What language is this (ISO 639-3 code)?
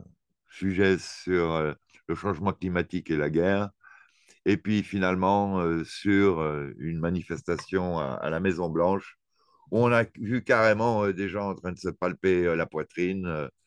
fra